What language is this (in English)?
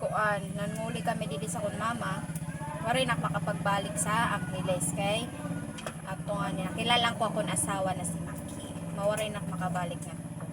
Waray